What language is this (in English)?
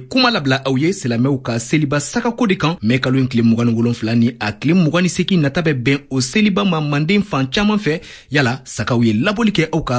Bambara